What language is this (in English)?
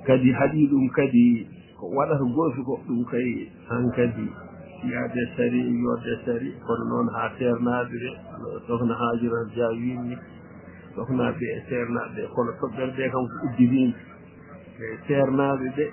Fula